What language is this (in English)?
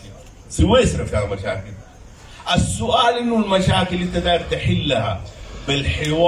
Sudanese Arabic